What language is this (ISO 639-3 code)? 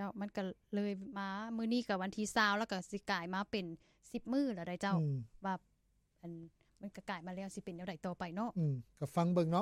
lao